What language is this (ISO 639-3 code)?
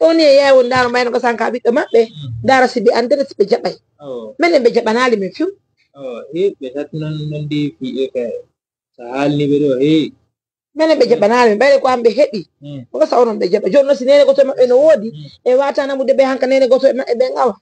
ful